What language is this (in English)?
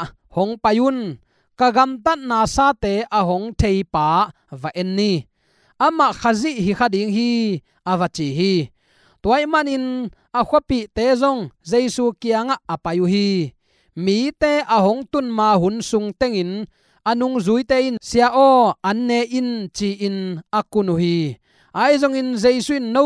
Tedim Chin